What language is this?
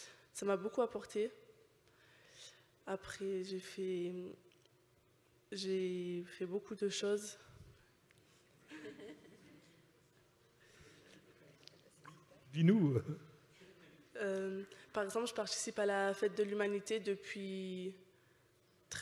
French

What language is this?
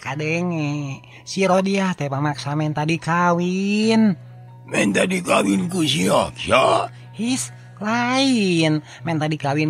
Sundanese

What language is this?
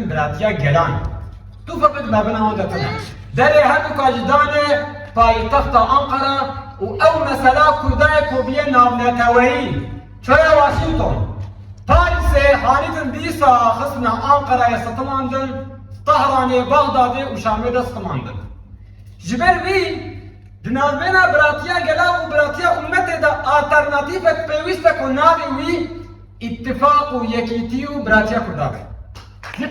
Kurdish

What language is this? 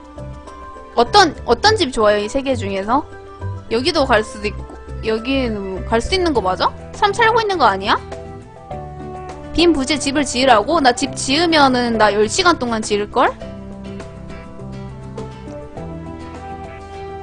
Korean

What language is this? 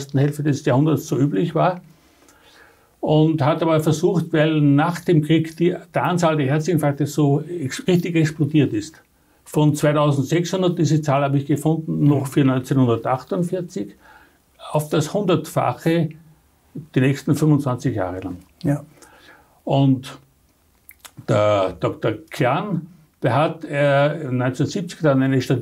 German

